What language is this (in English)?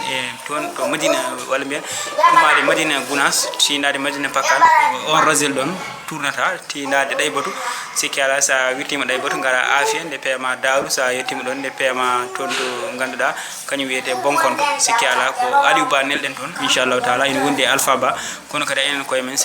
Fula